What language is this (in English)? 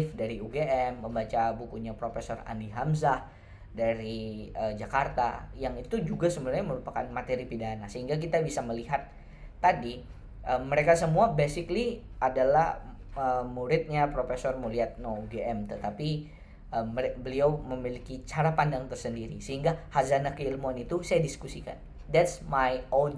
Indonesian